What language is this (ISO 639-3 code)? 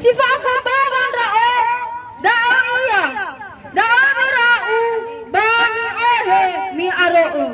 nia